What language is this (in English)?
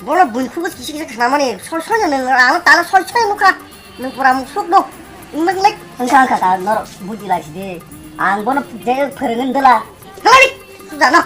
Kok Borok